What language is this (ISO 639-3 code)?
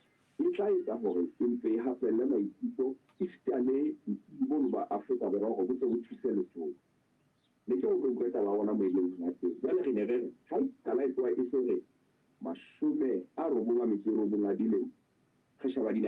sot